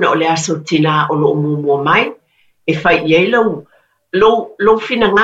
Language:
Samoan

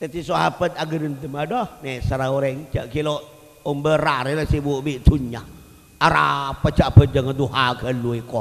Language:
Madurese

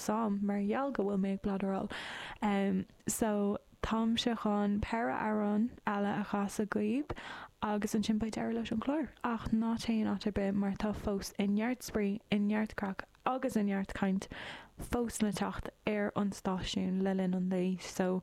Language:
Irish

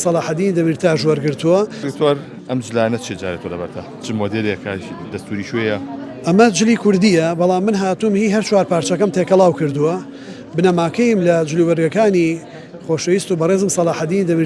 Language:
Central Kurdish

